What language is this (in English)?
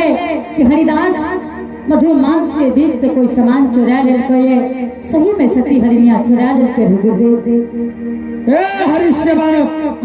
Angika